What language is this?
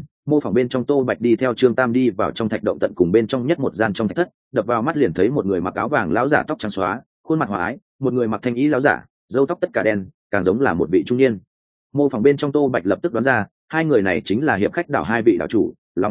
Vietnamese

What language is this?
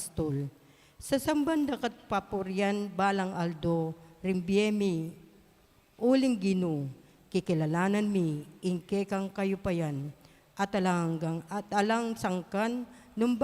Pampanga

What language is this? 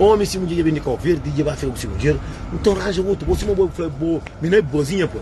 Kabuverdianu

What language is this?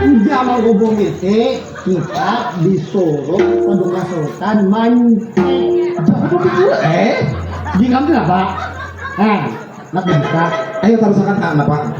Banjar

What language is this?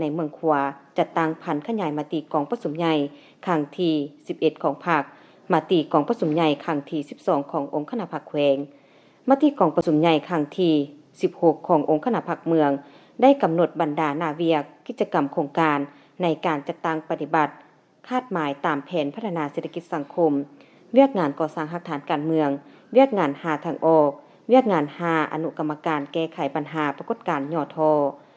Lao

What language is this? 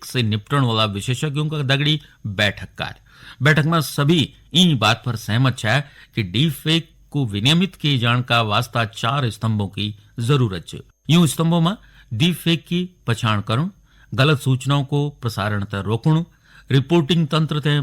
Garhwali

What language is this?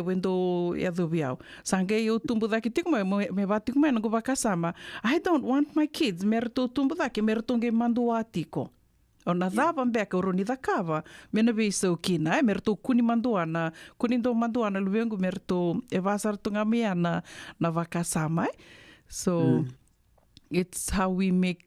Fijian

